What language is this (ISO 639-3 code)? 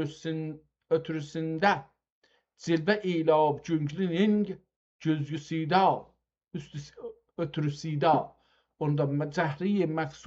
azb